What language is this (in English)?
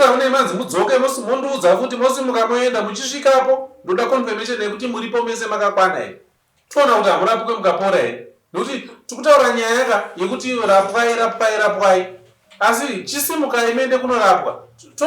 Shona